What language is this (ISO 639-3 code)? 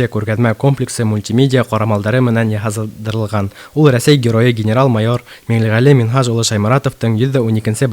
bak